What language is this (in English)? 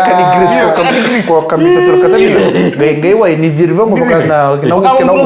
Fijian